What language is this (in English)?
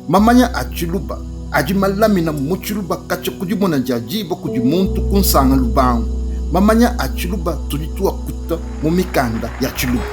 Luba-Lulua